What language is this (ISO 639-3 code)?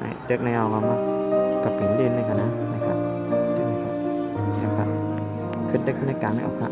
shn